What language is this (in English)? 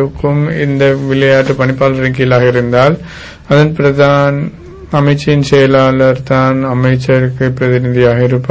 Tamil